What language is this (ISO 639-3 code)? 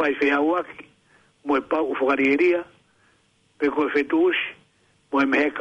ton